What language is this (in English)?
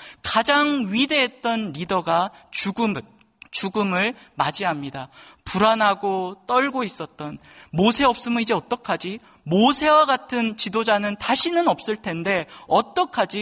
Korean